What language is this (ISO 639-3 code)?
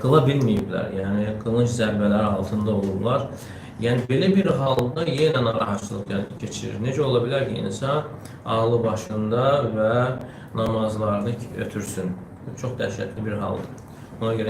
aze